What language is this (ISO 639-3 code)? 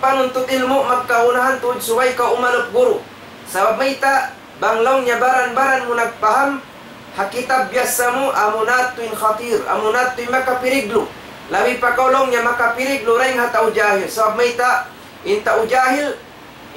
tsg